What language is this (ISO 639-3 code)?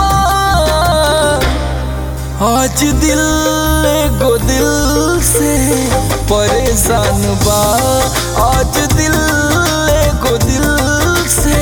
bho